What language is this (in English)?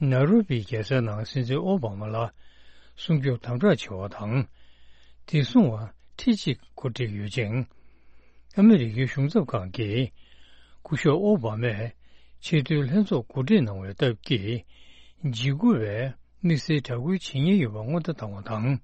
Tibetan